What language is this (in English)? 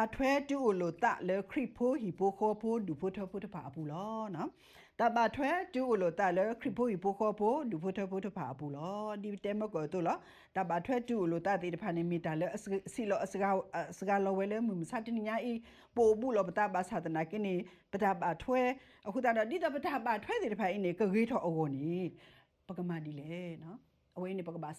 S'gaw Karen